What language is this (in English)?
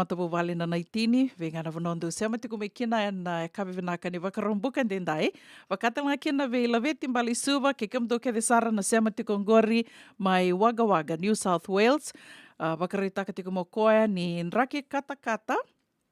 Fijian